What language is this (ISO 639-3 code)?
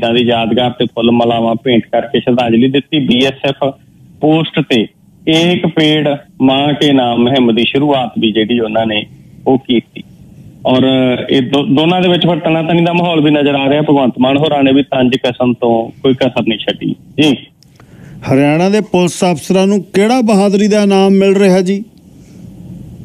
pan